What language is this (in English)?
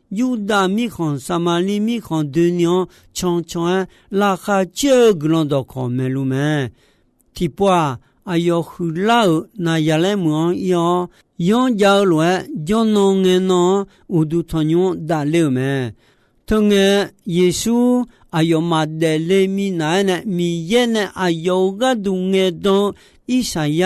Akha